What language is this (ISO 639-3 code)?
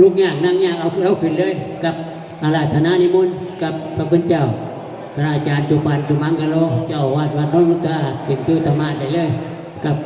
tts